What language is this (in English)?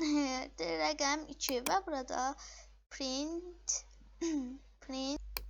Azerbaijani